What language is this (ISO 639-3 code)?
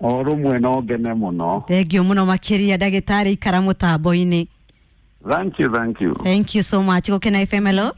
kik